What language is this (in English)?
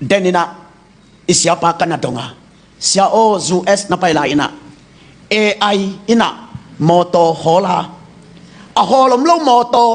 Tedim Chin